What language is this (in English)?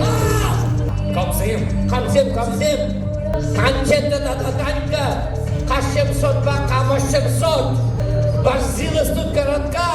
Chuvash